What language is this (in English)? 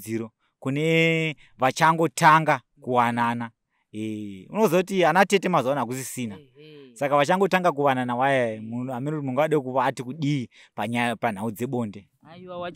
Shona